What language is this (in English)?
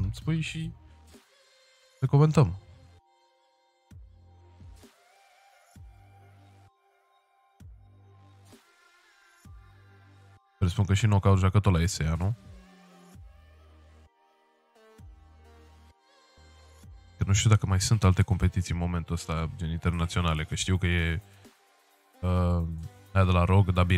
Romanian